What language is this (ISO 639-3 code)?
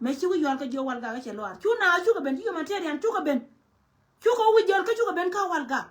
nus